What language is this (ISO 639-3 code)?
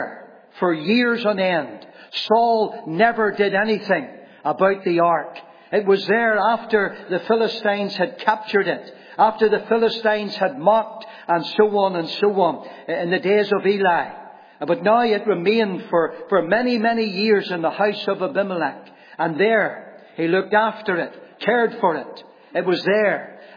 eng